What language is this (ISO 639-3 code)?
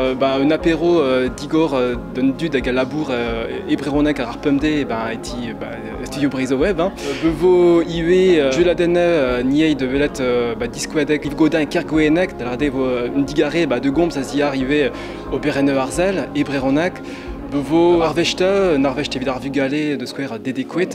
bre